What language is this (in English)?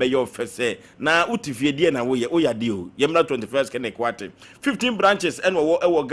Akan